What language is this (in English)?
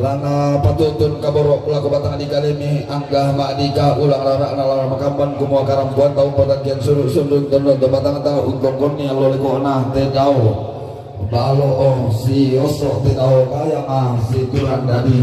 Toraja-Sa'dan